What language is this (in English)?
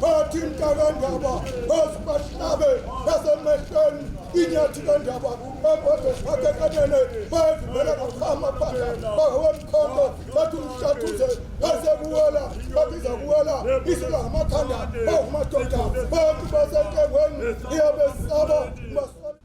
Zulu